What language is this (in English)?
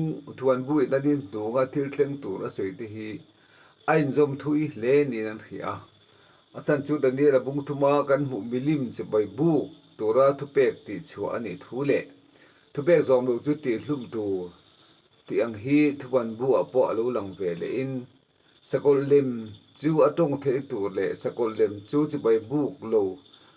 Mizo